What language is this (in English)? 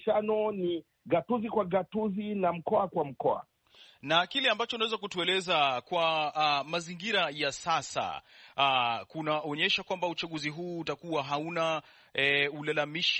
Swahili